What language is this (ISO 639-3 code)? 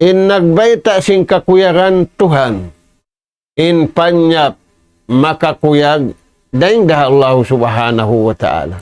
tsg